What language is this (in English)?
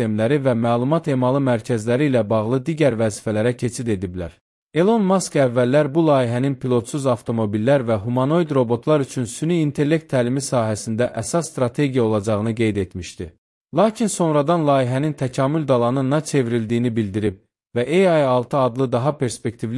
Azerbaijani